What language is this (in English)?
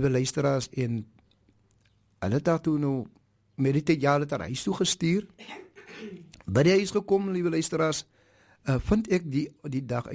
Afrikaans